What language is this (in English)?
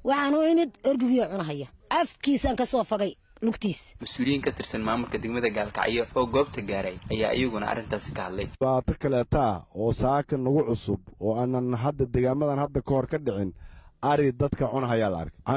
Somali